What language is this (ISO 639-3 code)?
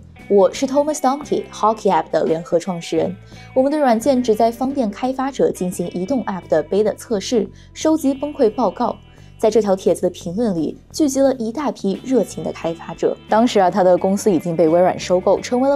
zho